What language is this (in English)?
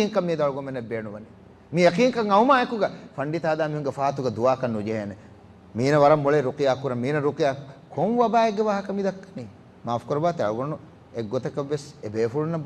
Divehi